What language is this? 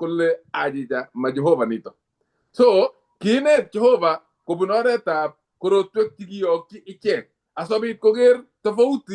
Kalenjin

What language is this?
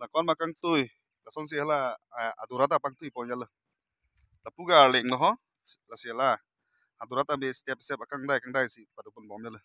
Karbi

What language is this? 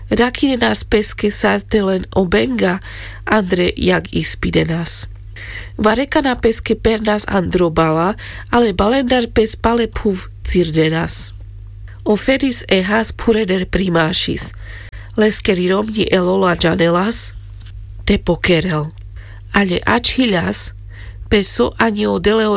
Carpathian Romani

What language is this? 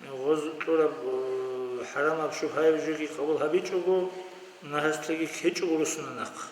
Avaric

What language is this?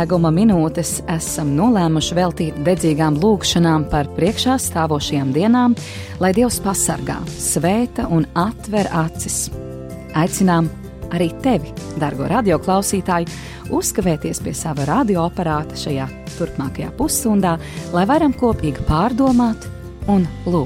Latvian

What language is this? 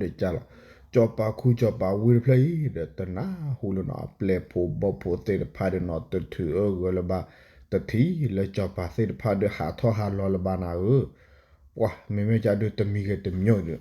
S'gaw Karen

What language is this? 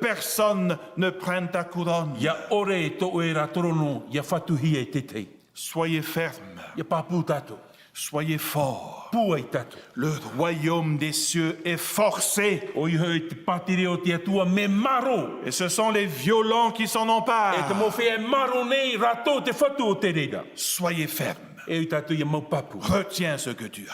Tahitian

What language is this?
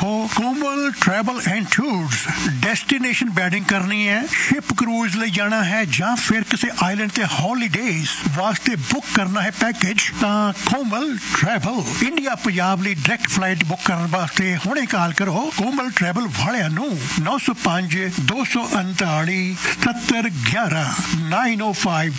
Punjabi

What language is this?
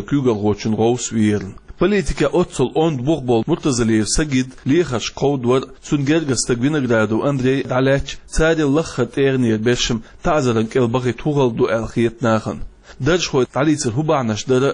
Chechen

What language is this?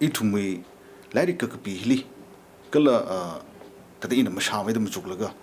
Tangkhul Naga (India)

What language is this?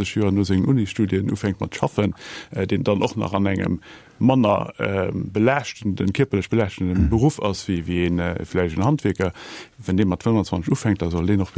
Luxembourgish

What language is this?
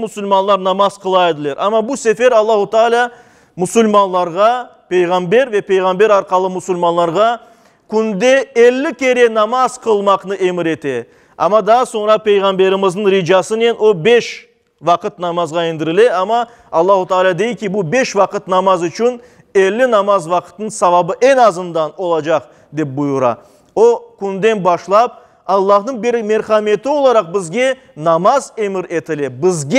Crimean Tatar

